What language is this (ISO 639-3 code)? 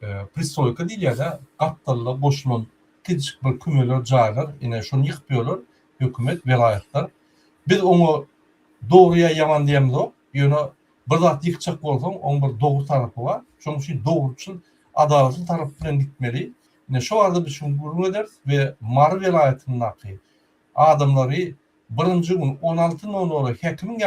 tuk